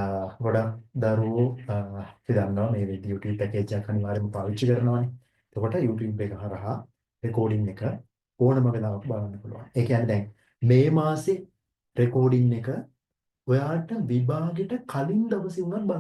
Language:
Sinhala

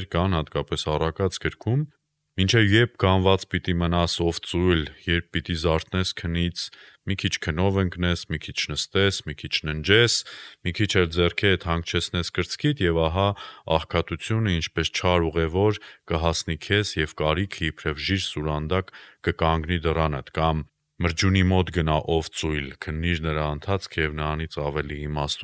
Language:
Armenian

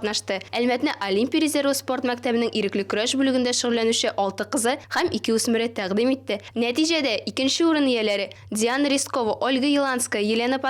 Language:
Tatar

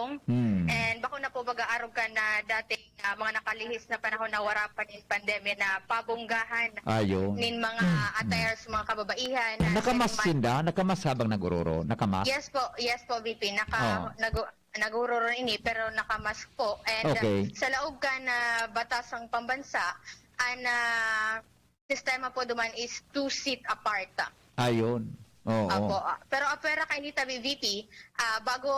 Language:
Bikol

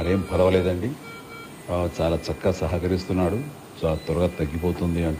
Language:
Telugu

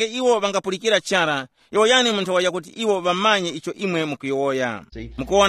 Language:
Tumbuka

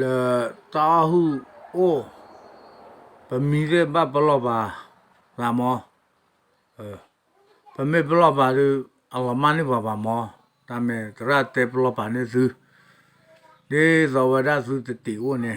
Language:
S'gaw Karen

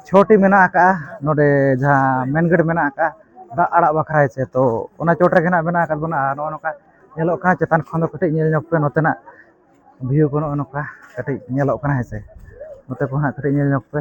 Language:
Santali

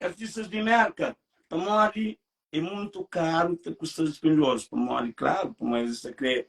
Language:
Kabuverdianu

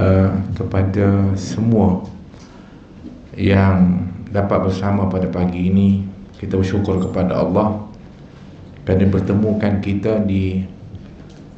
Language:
Malay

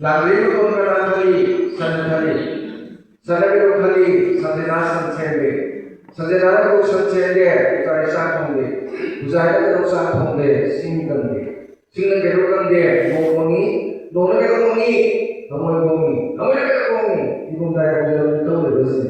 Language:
Manipuri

